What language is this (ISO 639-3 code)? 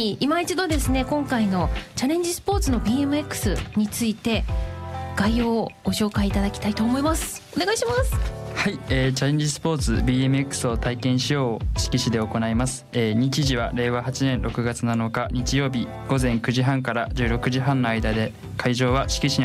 jpn